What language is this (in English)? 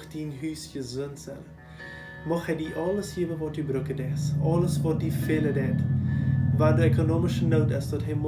Plautdietsch